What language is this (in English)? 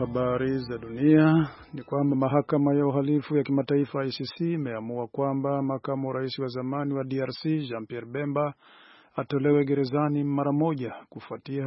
Swahili